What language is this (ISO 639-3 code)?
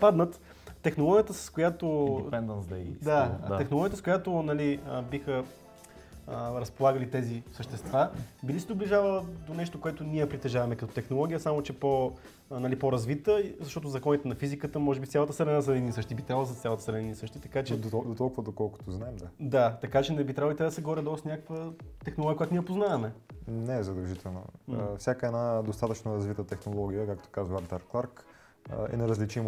bul